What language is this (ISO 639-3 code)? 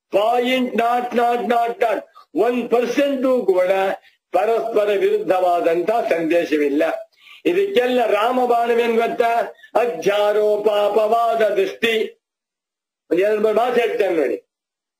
kan